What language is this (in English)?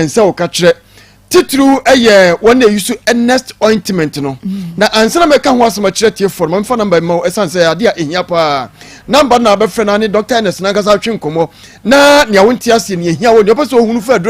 Akan